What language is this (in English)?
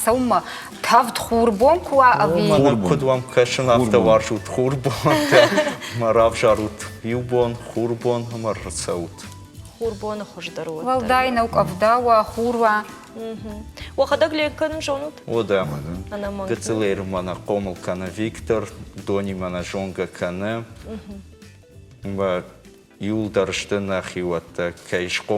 Ossetic